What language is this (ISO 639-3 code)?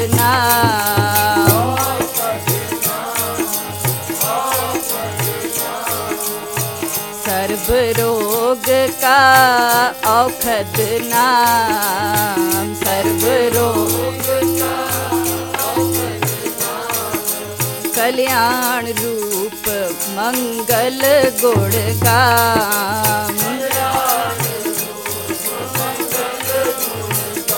pan